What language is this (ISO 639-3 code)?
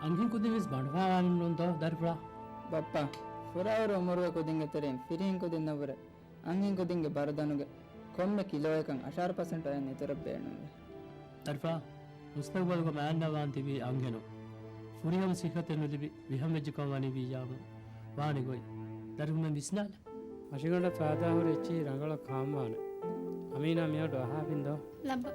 div